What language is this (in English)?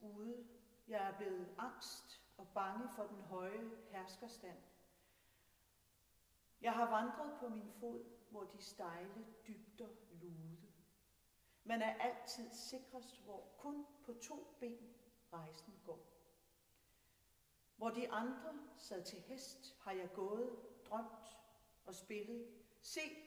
Danish